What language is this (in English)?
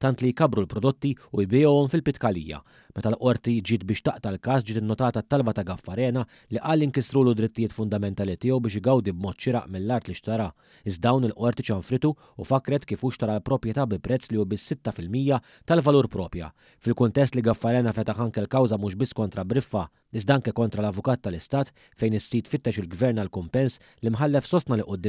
Maltese